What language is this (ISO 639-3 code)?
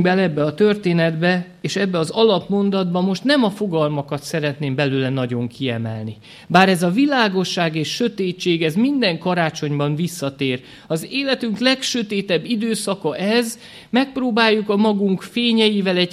hun